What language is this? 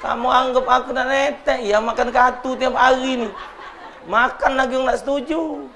Musi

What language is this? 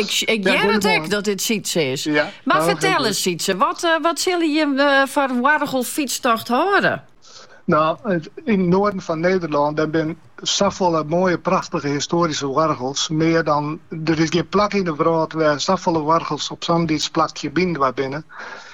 Dutch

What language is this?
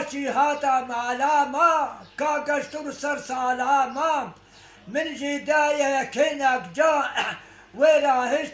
Kurdish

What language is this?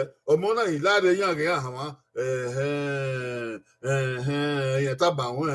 Bini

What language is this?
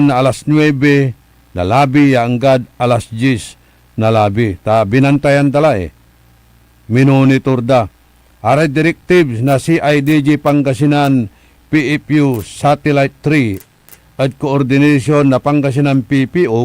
Pangasinan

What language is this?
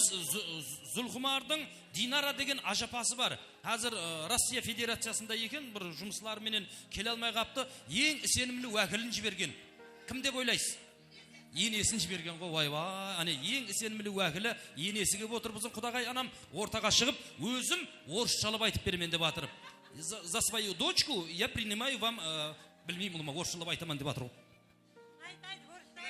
Kara-Kalpak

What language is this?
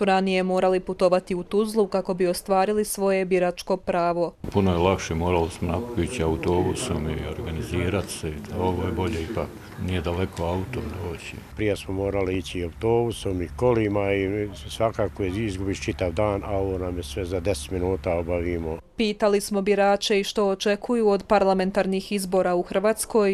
Croatian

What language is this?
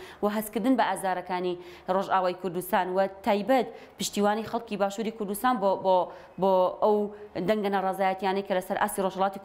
Central Kurdish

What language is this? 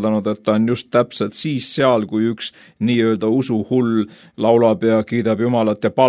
Estonian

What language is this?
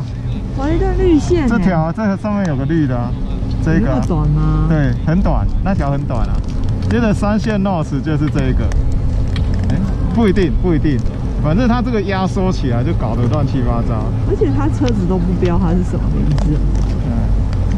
Chinese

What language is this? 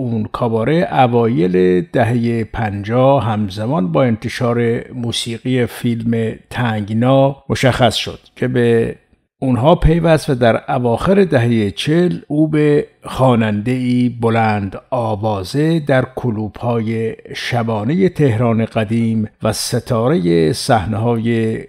Persian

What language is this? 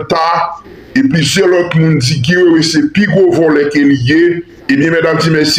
Haitian Creole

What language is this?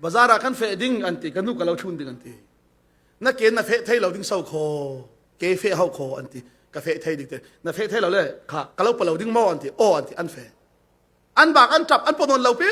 Falam Chin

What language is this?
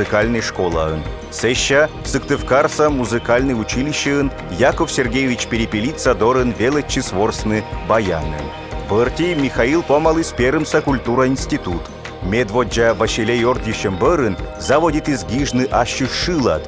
Komi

